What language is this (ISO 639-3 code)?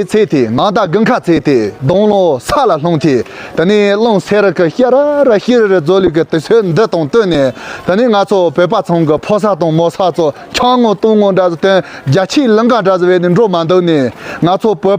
bod